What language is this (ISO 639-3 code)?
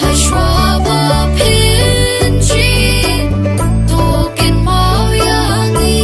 kha